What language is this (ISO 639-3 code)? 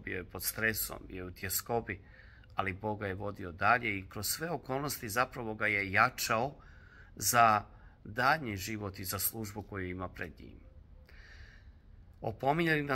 hrv